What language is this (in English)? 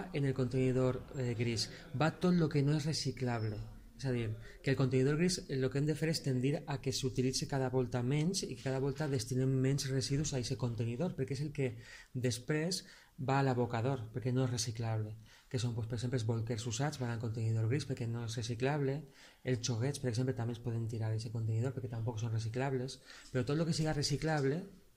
Catalan